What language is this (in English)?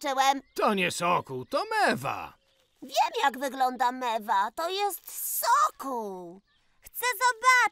Polish